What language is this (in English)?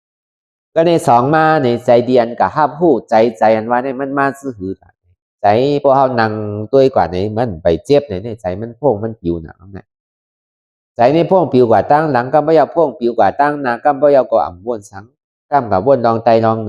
Shan